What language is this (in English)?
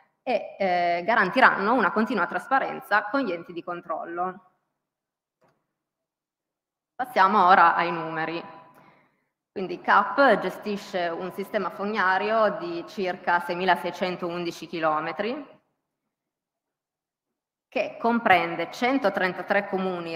Italian